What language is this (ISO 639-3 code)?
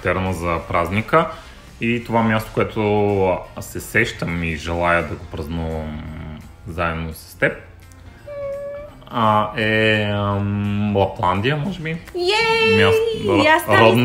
bul